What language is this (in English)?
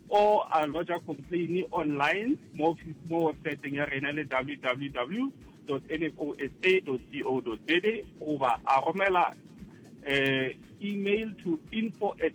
Northern Sotho